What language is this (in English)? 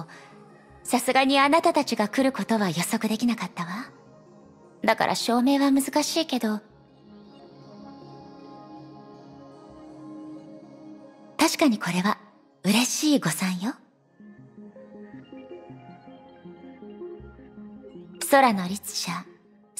Japanese